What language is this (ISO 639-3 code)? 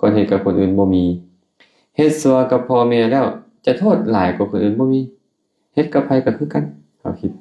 lao